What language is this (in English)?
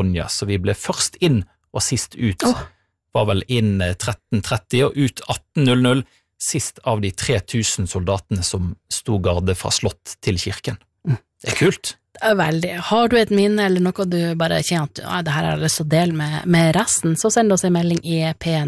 Norwegian